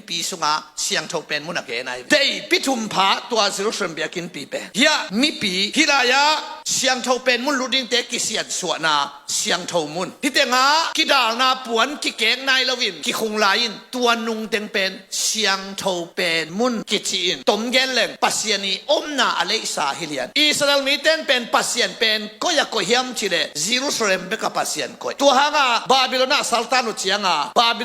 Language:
Tedim Chin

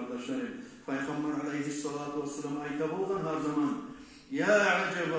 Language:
Kumyk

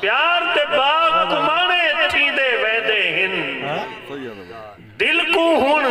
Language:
Saraiki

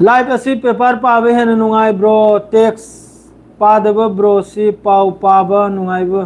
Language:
Manipuri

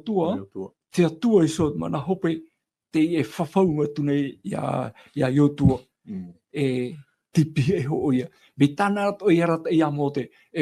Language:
Tahitian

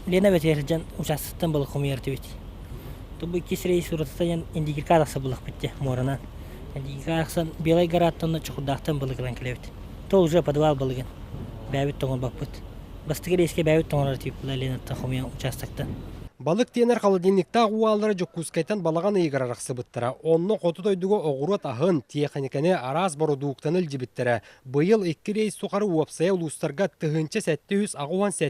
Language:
Yakut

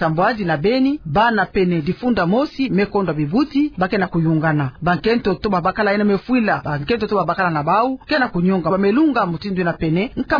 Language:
Kituba (Democratic Republic of Congo)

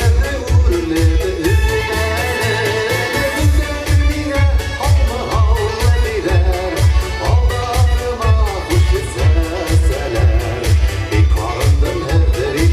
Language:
Bashkir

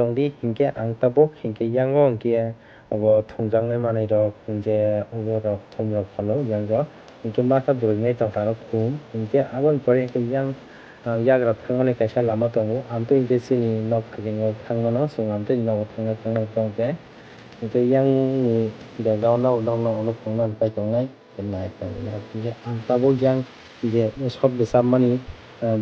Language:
Kok Borok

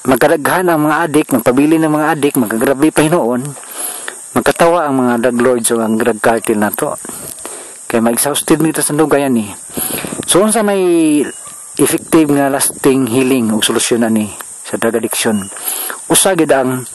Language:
Cebuano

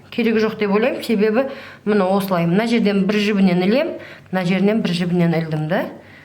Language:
Kazakh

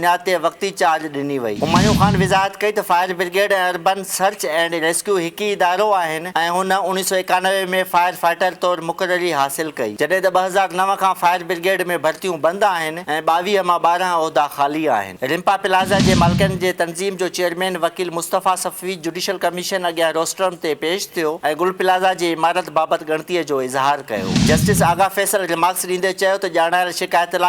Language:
Sindhi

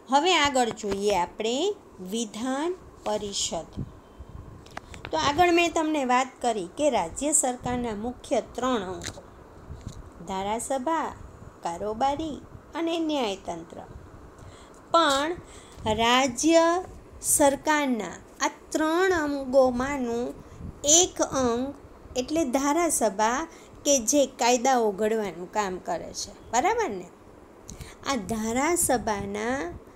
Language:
Gujarati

